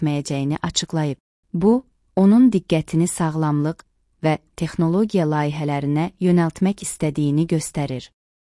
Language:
Azerbaijani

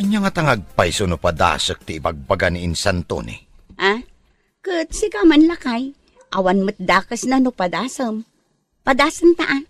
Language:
Iloko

